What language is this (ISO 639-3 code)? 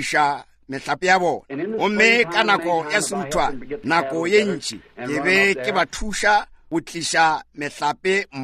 nso